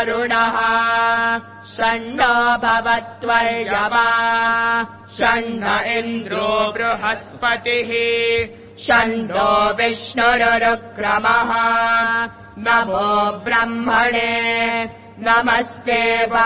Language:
Sanskrit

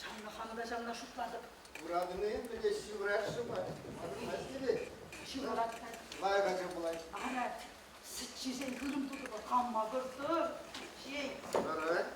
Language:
Chuvash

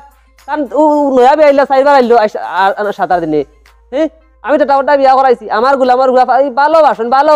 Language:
Sylheti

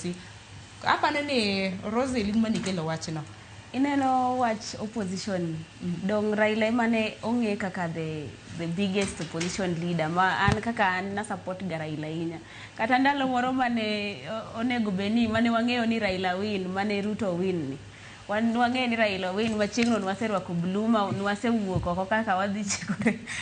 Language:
Luo (Kenya and Tanzania)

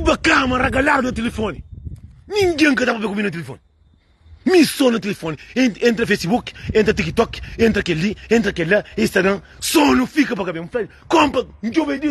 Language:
Kabuverdianu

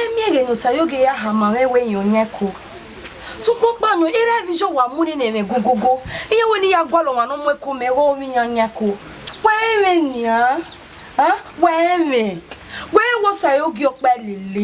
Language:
Bini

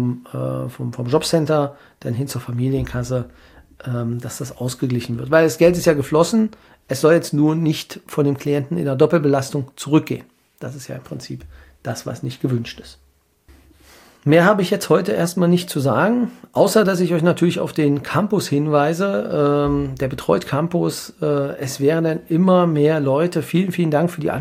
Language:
German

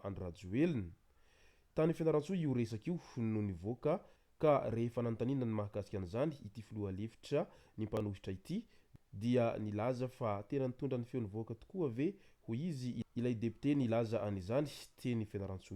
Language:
Malagasy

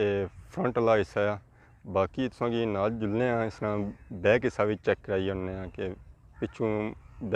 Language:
Pahari-Potwari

